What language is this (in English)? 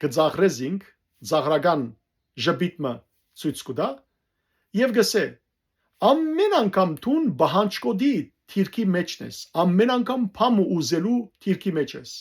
Western Armenian